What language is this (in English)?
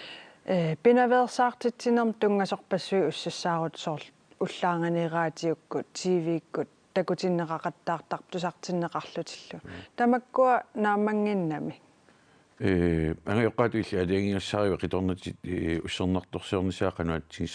Kalaallisut